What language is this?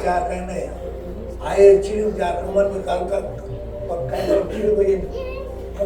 Marshallese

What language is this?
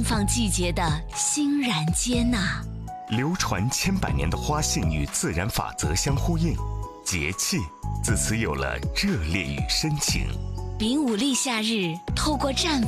Chinese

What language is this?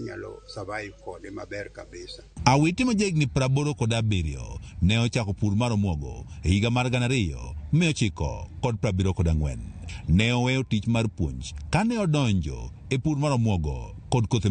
Luo (Kenya and Tanzania)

